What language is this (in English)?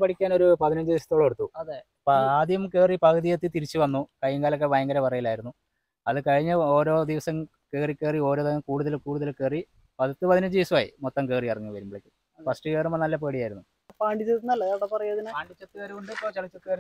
Malayalam